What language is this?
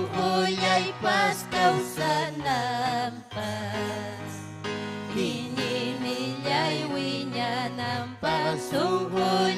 Ayacucho Quechua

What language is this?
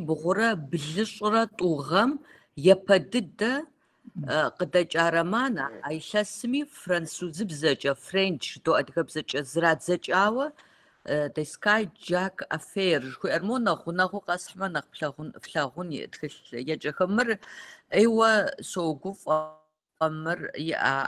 Kabardian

